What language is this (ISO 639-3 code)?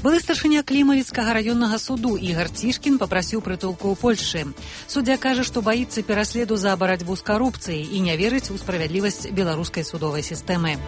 bel